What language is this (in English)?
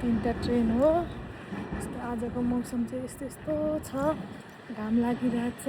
Nepali